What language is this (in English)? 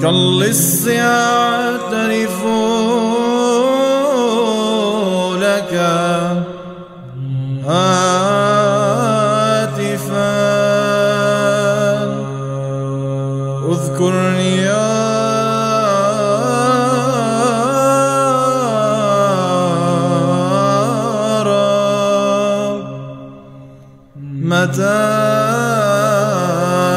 Arabic